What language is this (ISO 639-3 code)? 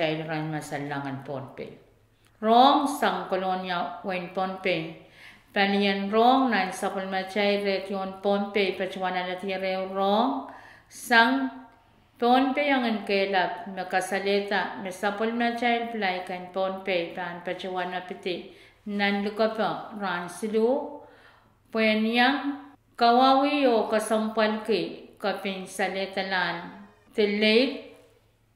pon